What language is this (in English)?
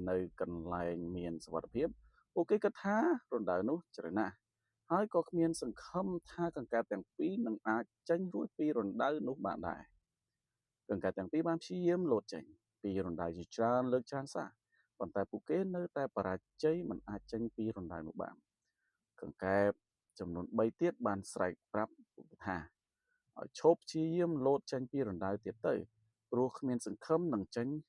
Khmer